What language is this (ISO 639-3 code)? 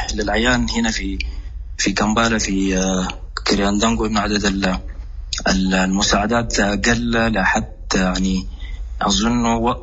apd